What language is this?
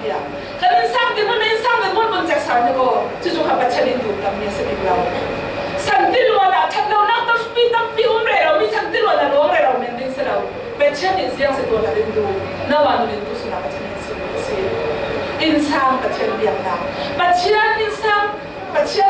Falam Chin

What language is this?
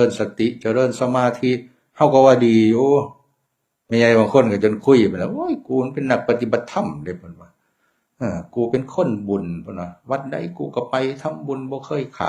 Northeastern Thai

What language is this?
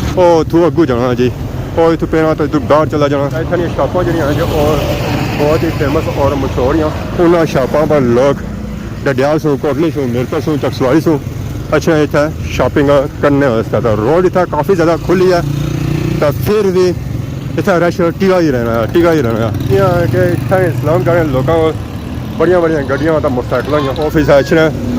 Pahari-Potwari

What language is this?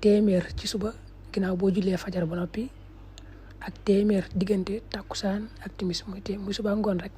Wolof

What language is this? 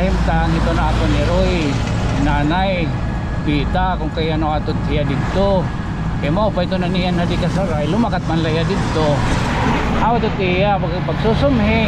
Waray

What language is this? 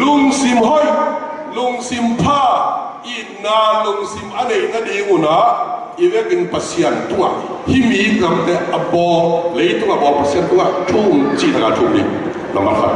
Tedim Chin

